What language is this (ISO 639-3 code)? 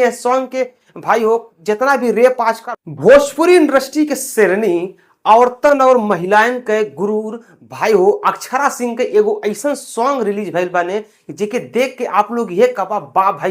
bho